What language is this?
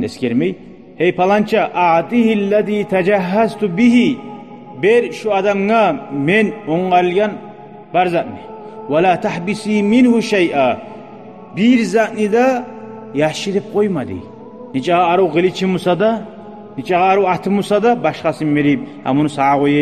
Kumyk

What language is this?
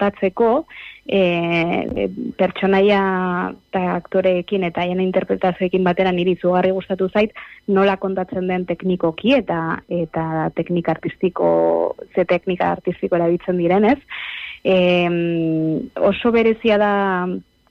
Basque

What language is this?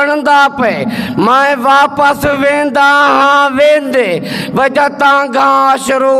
Saraiki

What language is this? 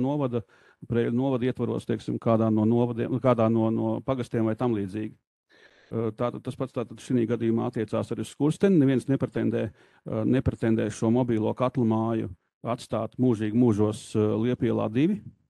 Latvian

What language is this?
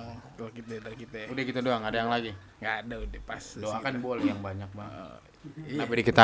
Betawi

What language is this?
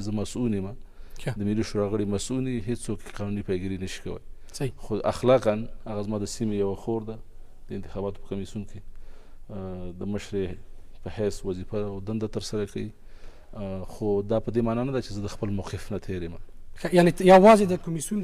Pashto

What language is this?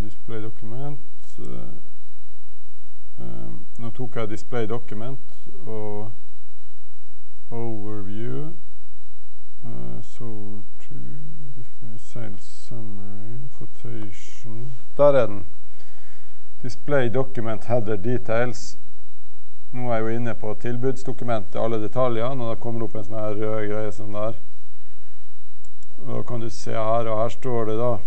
Norwegian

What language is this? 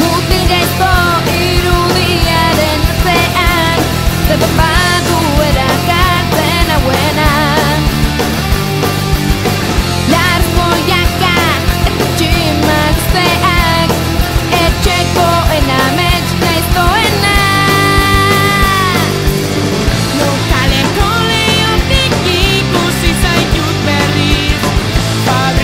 Basque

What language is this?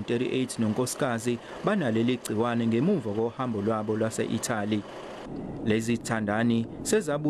Zulu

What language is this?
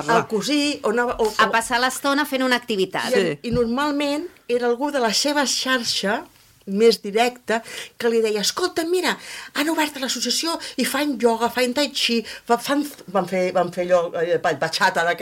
Catalan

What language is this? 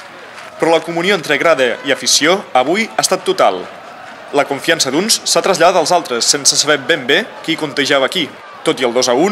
Catalan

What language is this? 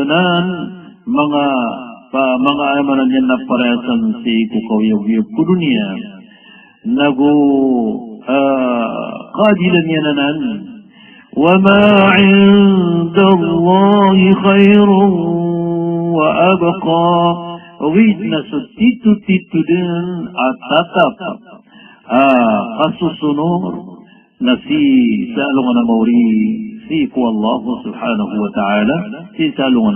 Maranao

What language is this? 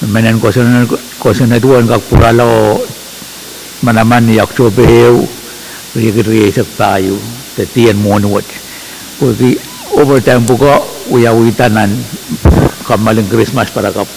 Pohnpeian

